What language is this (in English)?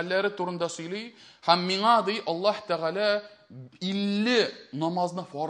Tatar